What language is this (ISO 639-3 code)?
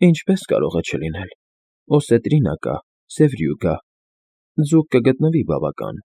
hye